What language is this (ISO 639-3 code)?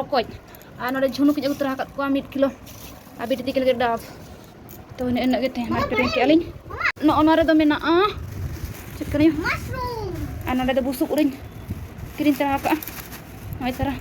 sat